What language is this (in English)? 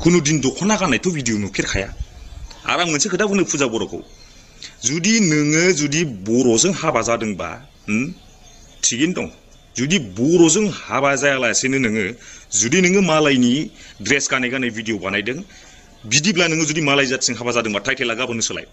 Bodo